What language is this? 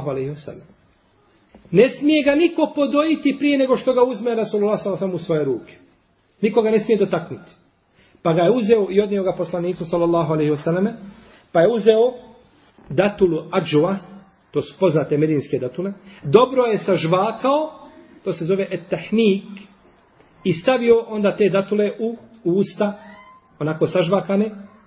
Bosnian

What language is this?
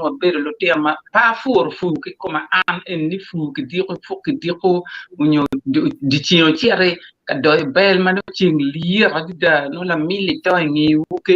Acoli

